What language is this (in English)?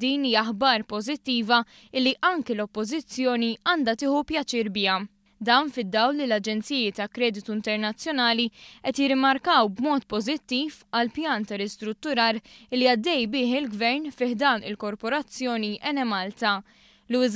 Maltese